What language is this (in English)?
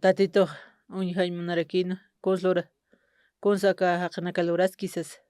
Aymara